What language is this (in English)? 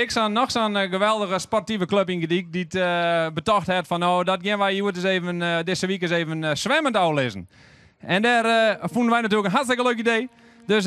Western Frisian